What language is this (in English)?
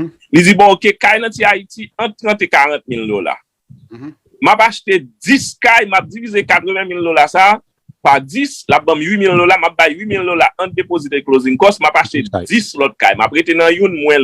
Haitian Creole